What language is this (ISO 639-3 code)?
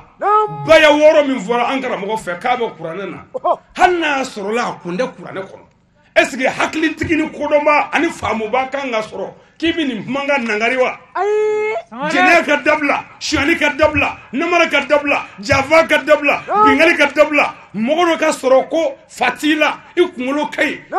bam